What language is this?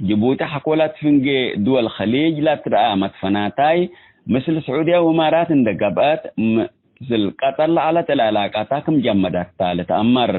Tigre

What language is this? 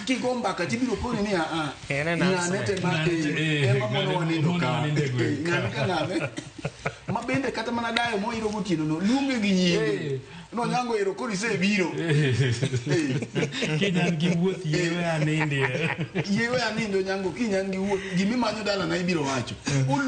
Luo (Kenya and Tanzania)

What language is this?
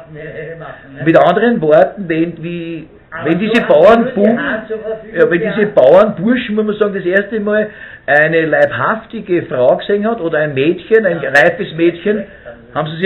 Bavarian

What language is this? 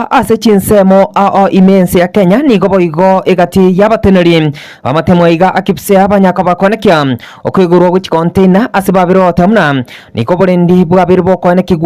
Gusii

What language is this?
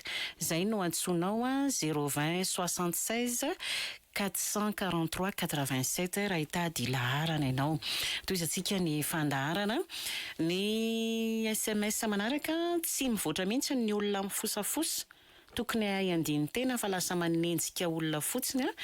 Malagasy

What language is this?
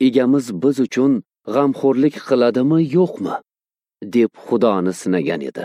Uzbek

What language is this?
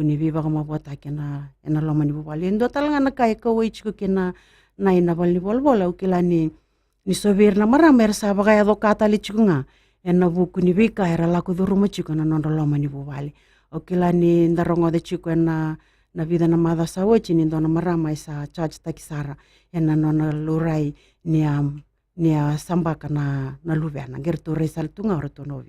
Fijian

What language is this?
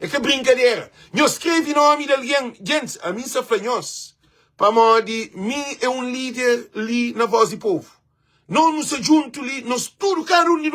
Kabuverdianu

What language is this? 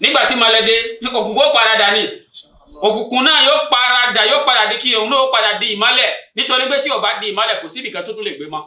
Yoruba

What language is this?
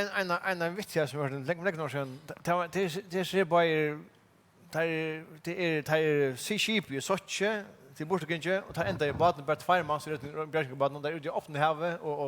Faroese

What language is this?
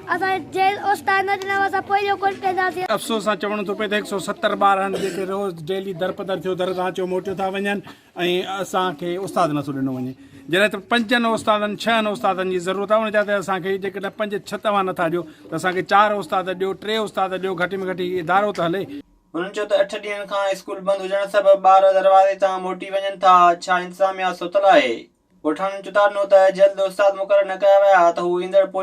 Sindhi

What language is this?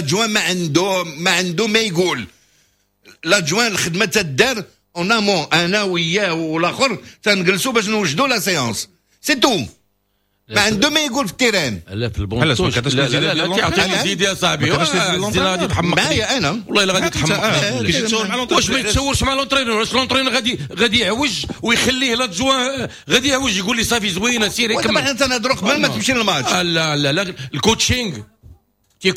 Moroccan Arabic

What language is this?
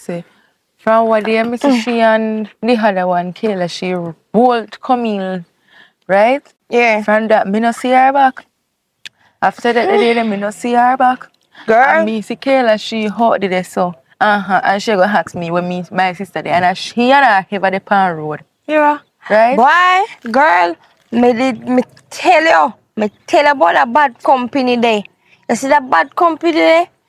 Jamaican Creole English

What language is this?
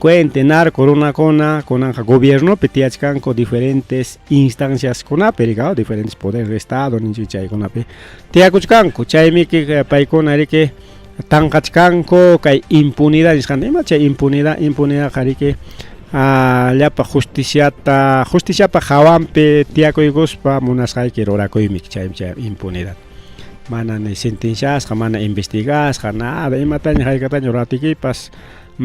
Ayacucho Quechua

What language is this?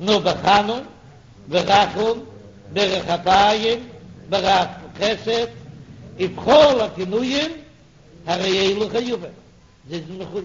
Yiddish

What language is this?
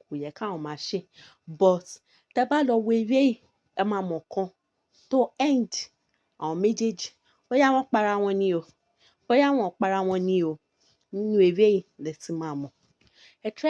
Yoruba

